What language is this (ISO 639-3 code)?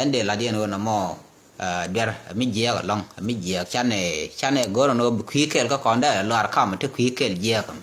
nus